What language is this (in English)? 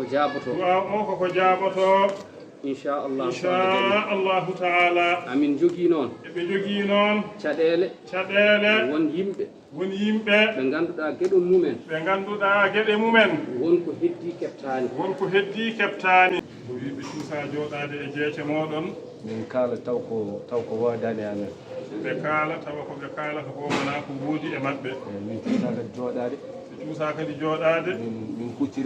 Fula